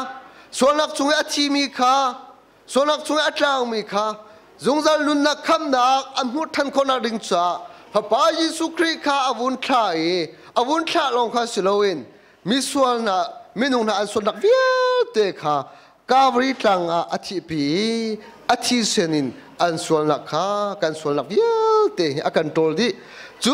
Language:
Hakha Chin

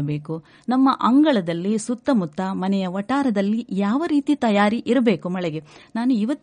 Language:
Kannada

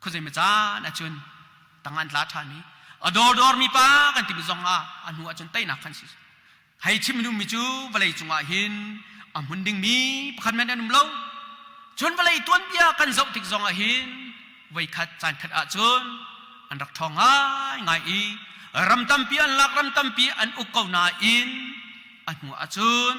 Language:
Hakha Chin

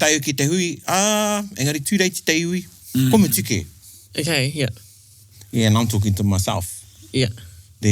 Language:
Māori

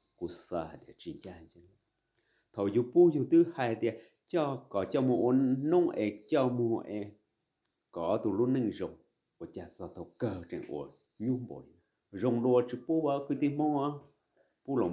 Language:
Hmong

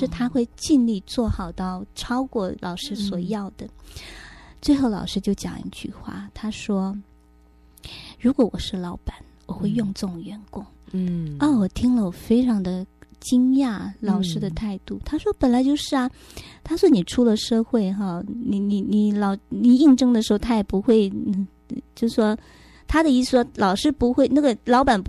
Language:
Chinese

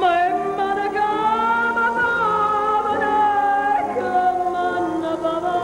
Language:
Neapolitan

